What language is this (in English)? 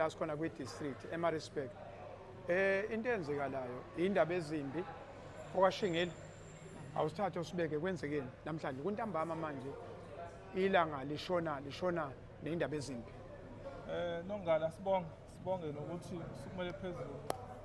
Zulu